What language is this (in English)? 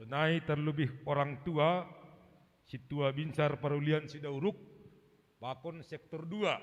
Batak Simalungun